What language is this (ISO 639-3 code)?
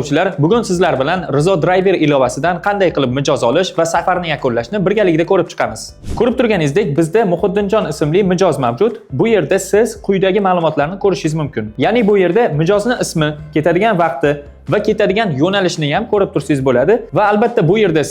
uzb